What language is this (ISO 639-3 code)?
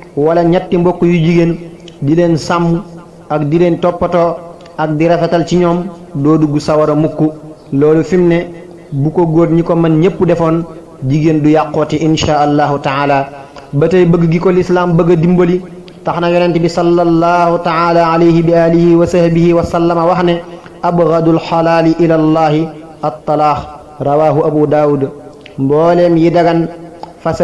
wol